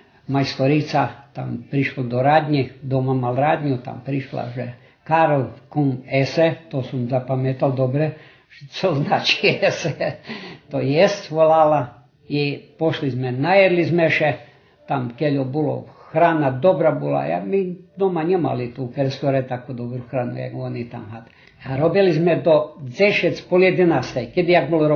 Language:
Rusyn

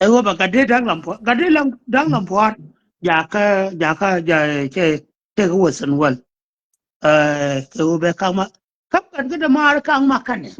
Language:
Nuer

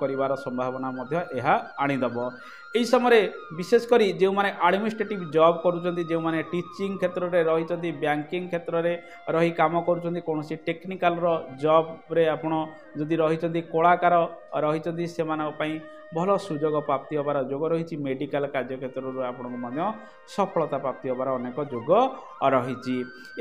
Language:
Odia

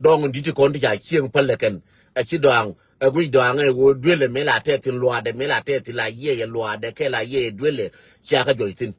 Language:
Nuer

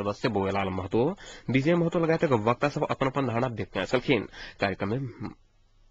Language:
Maithili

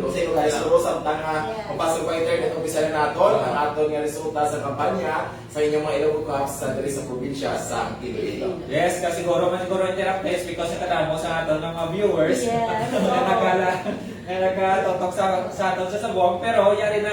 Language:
Hiligaynon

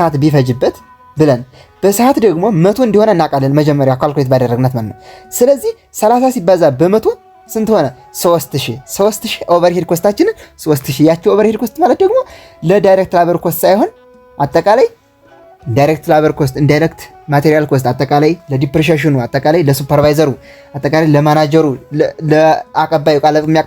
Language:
Amharic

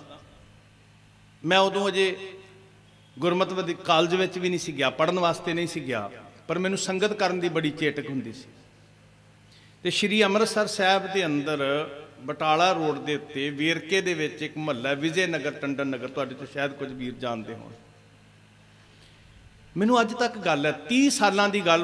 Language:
Punjabi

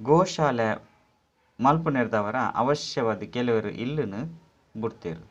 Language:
Tulu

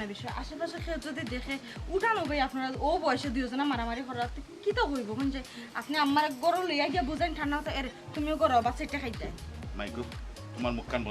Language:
Sylheti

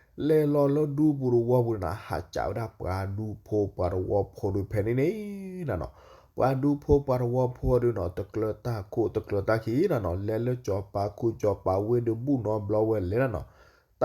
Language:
S'gaw Karen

